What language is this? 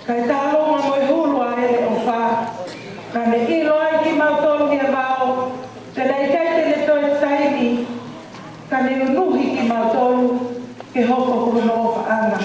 Tongan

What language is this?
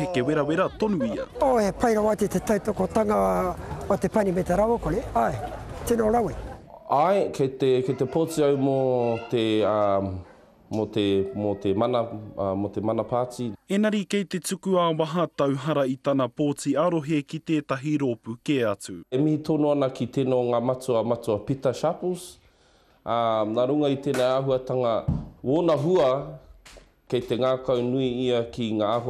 Māori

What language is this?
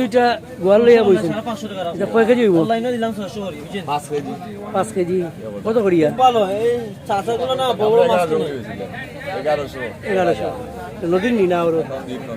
Sylheti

